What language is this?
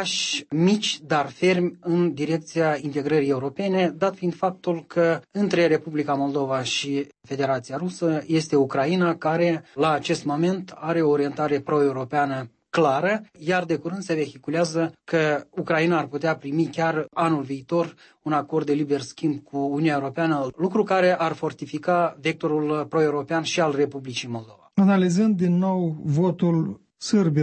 Romanian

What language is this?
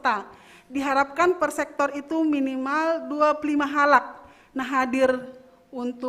Batak Simalungun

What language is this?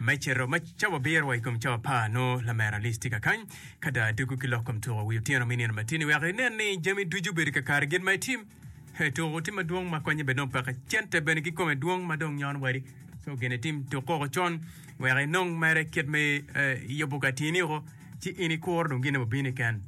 Acoli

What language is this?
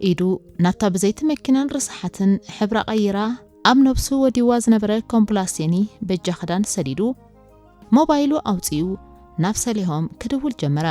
Tigrinya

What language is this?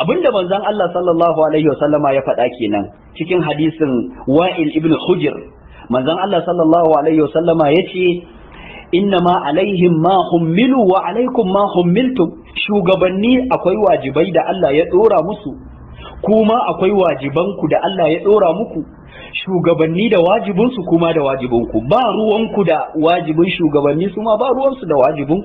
Hausa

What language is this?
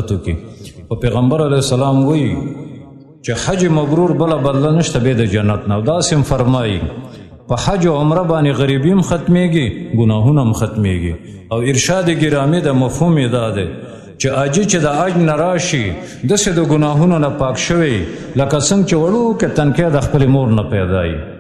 Pashto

